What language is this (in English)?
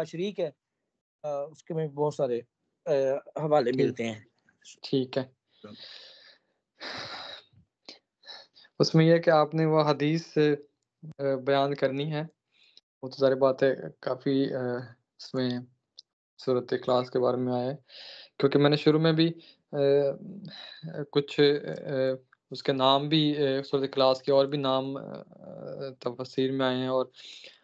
Urdu